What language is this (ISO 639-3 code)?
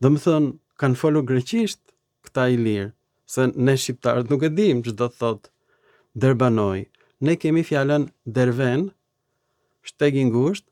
sqi